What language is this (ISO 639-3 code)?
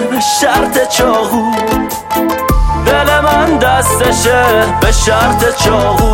fas